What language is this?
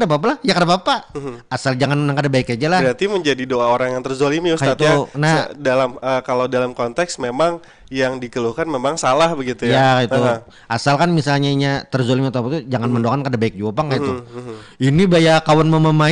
Banjar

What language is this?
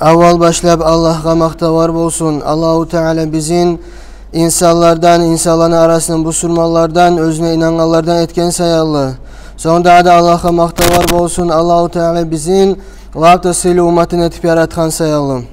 Kumyk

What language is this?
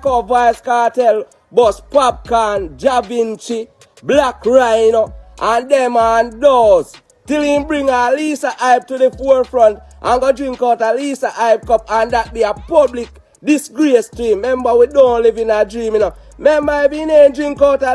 Jamaican Creole English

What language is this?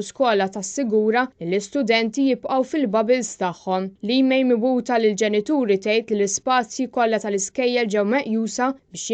Maltese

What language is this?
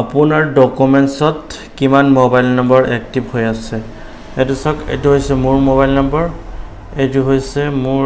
Assamese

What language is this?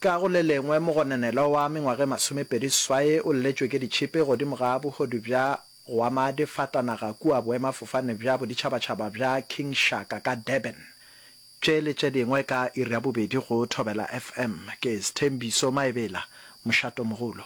Northern Sotho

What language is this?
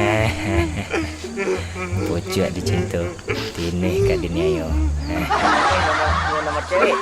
Minangkabau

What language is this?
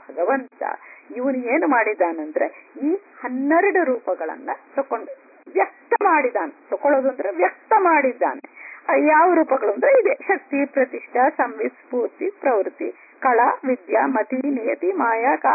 Kannada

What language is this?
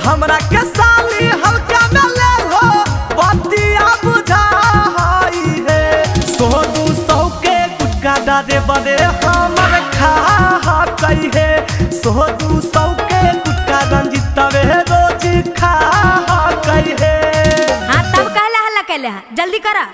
Magahi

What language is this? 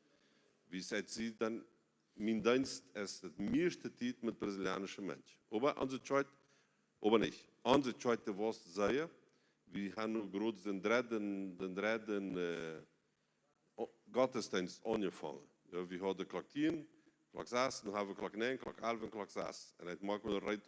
Plautdietsch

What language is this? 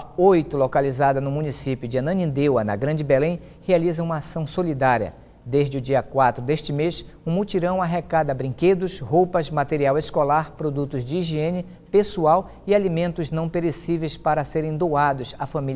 Portuguese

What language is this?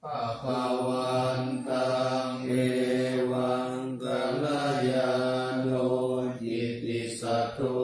Pali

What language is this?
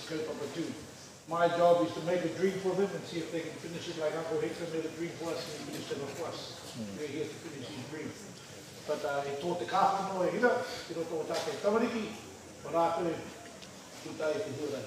Māori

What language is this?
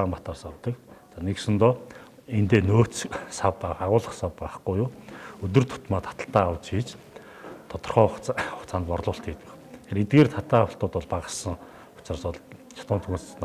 Mongolian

